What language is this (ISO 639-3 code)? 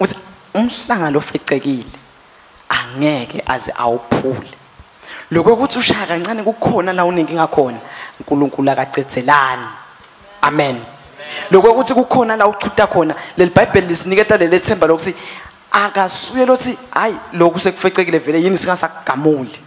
ssw